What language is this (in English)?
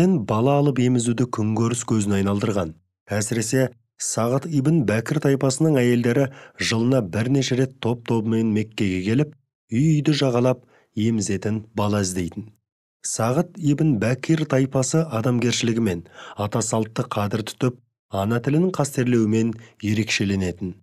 Kazakh